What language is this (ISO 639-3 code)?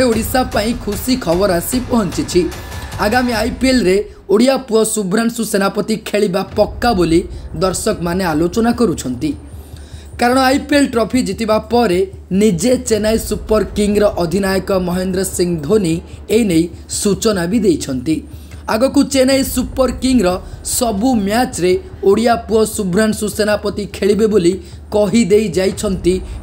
ori